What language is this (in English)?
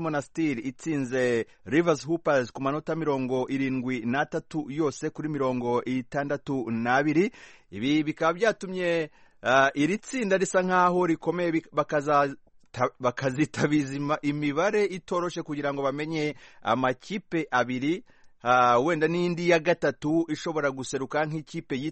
Kinyarwanda